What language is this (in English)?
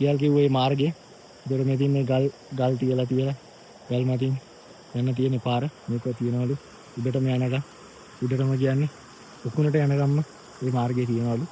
Sinhala